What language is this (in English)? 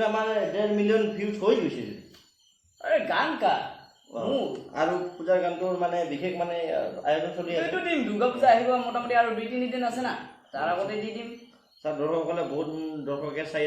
Assamese